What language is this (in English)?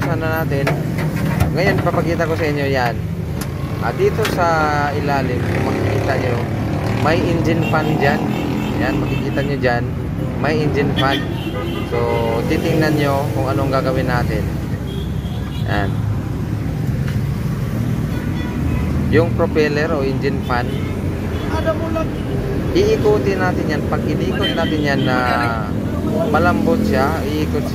Filipino